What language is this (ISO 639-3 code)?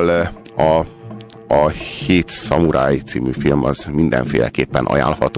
hun